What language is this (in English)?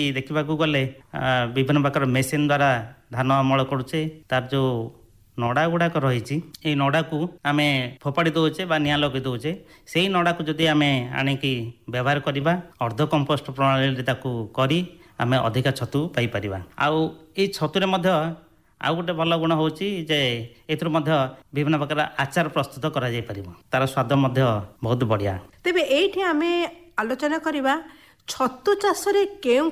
Odia